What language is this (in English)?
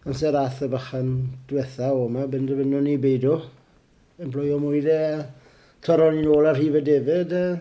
Welsh